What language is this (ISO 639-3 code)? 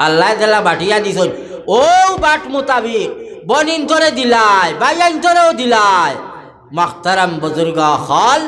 syl